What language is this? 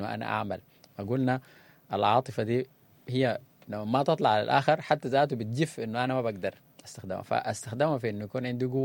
Sudanese Arabic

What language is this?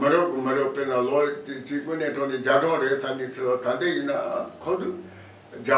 Tibetan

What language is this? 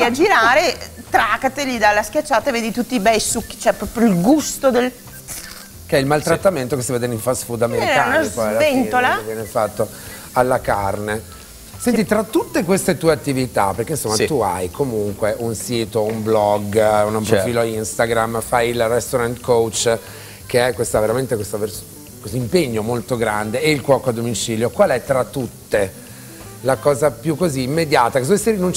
Italian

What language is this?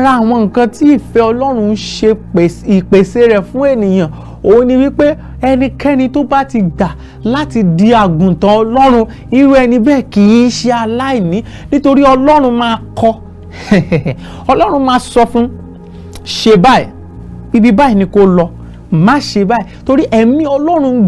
Yoruba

